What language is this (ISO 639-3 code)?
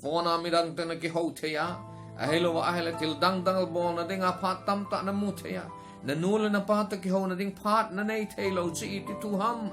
tcz